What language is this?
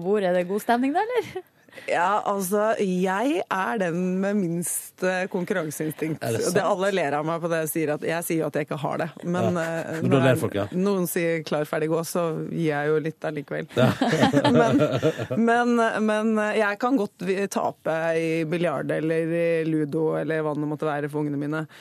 Norwegian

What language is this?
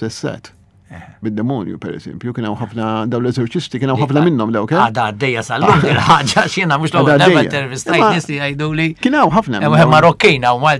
Maltese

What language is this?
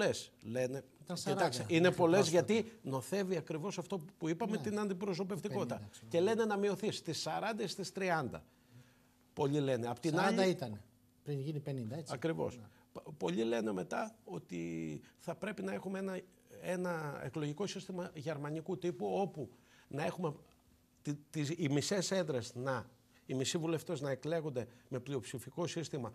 Greek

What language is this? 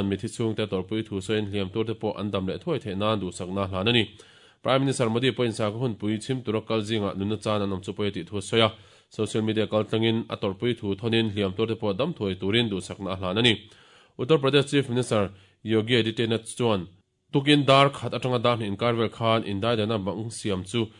Mizo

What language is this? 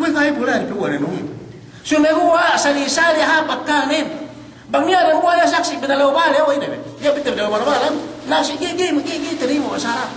Yakan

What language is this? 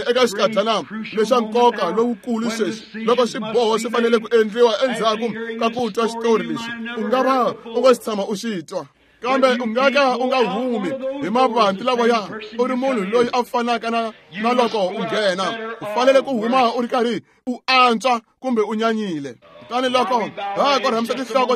Tsonga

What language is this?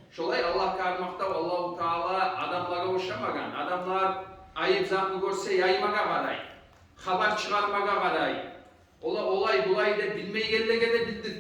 Kumyk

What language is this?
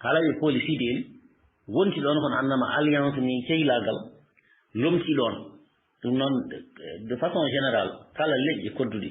Fula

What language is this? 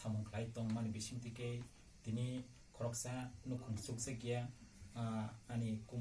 Kok Borok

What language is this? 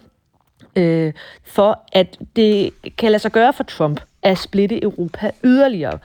Danish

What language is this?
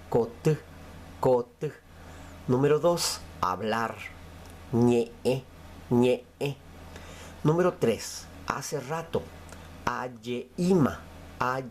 Guarani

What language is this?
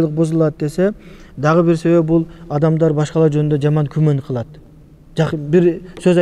Kyrgyz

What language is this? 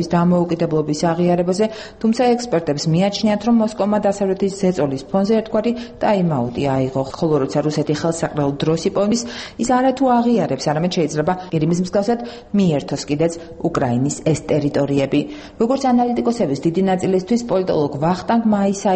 Georgian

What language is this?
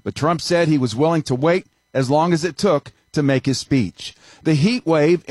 English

